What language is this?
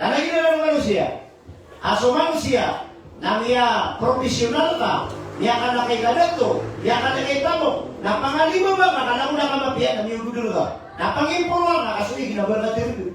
Maranao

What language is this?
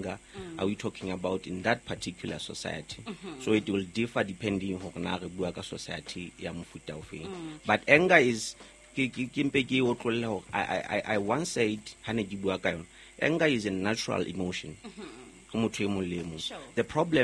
Southern Sotho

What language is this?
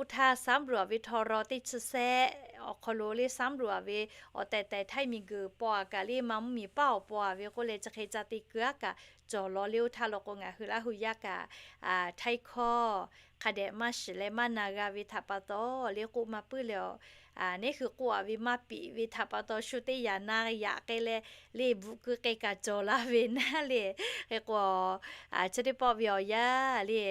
Lahu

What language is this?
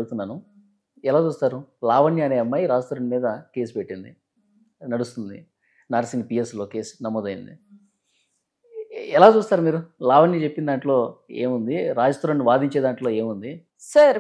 Telugu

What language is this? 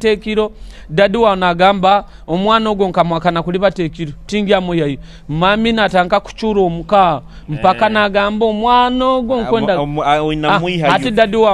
Nyoro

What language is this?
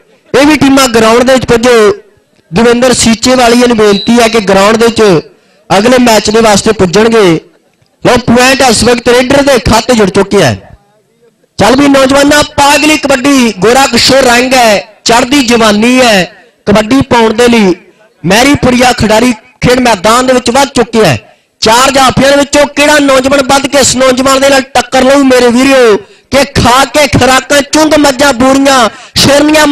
Punjabi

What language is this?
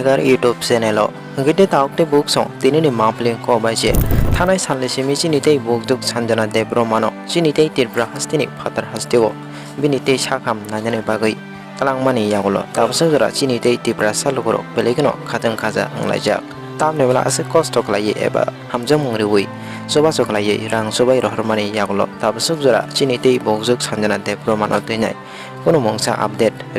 Kok Borok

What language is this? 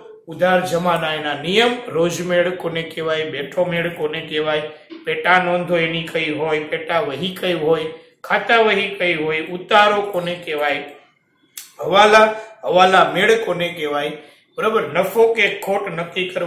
Gujarati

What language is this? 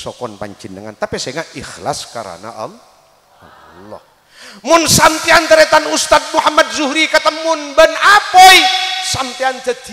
Madurese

